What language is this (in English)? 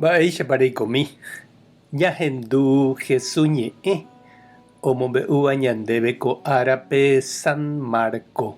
Guarani